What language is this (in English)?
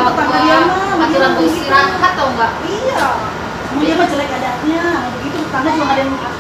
Betawi